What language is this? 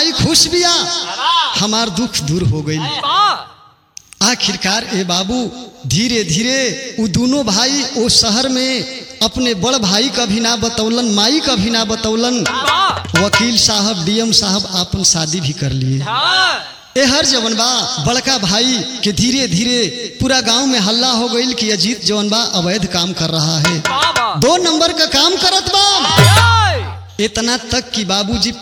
Bhojpuri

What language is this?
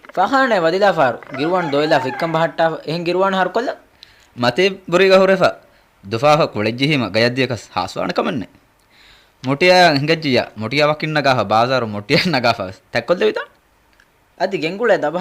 Divehi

